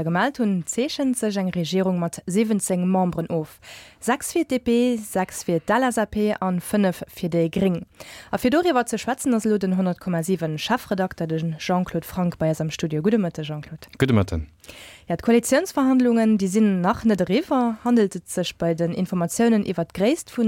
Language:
Luxembourgish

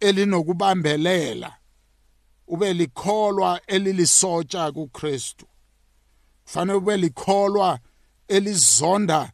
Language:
South Ndebele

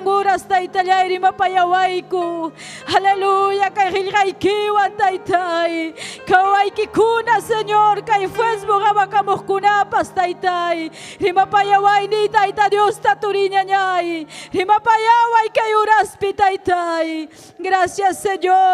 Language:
Ayacucho Quechua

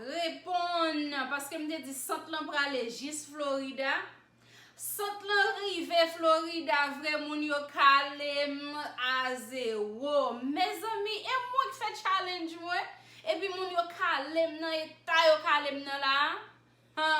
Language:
Haitian Creole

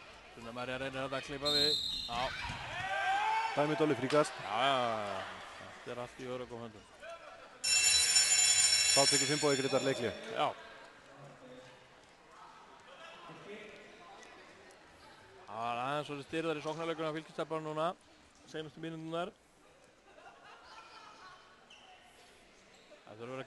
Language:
Icelandic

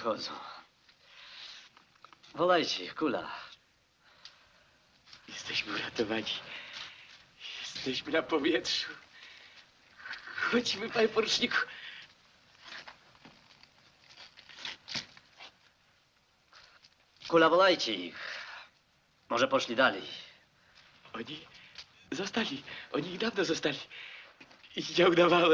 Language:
Polish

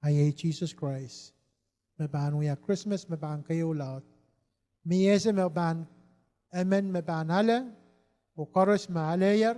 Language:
Pohnpeian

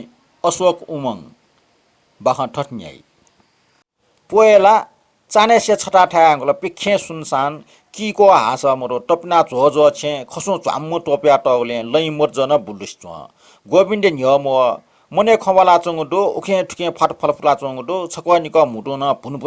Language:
Newari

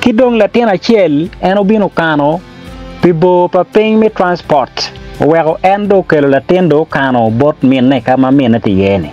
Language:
Acoli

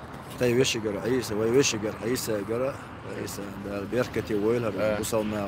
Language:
Chechen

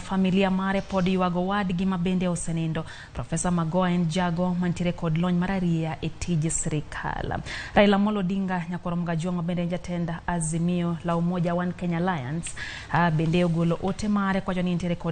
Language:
Luo (Kenya and Tanzania)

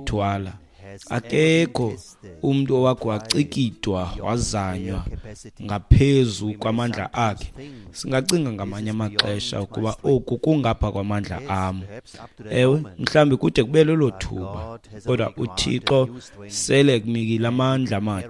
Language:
Xhosa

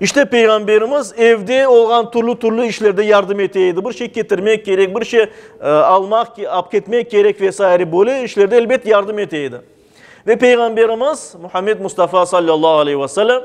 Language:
Crimean Tatar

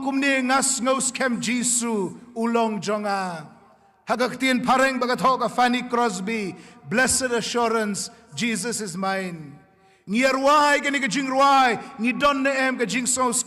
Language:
Khasi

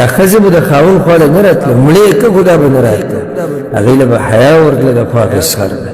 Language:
Pashto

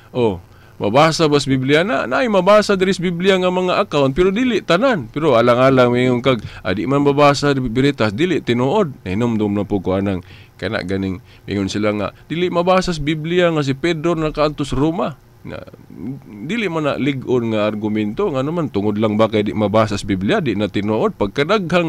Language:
Cebuano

